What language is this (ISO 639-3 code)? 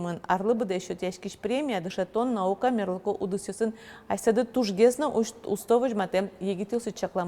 udm